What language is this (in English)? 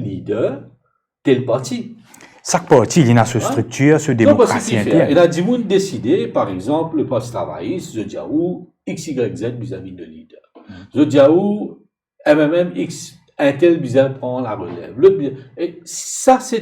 Morisyen